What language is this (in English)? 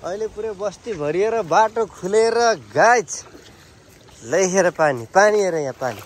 Nepali